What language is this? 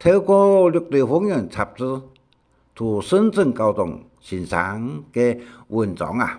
Hakka Chinese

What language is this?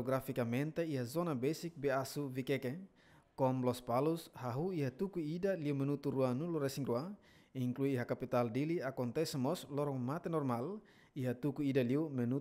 Tetum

